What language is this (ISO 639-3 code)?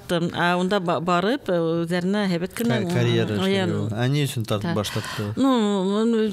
bak